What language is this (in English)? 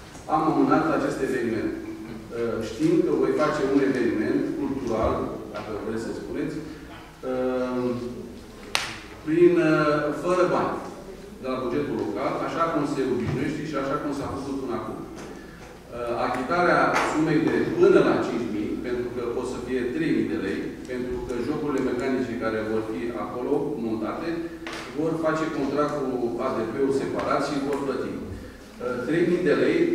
Romanian